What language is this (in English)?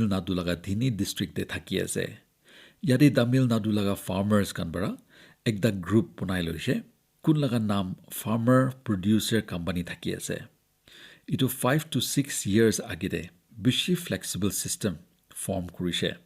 Naga Pidgin